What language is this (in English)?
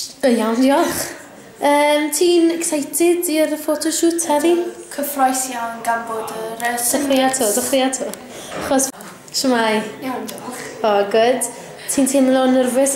Welsh